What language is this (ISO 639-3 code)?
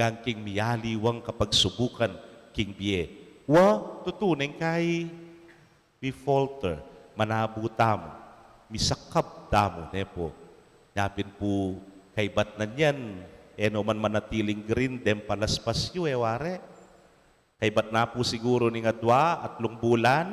pam